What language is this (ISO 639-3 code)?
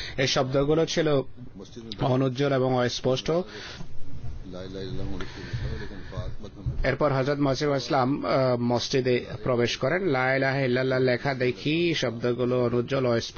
ben